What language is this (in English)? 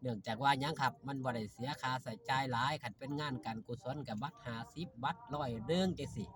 Lao